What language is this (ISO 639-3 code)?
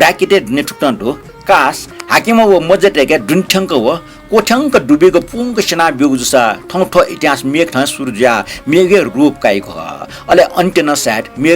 new